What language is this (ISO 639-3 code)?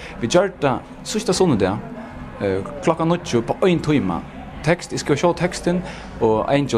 fao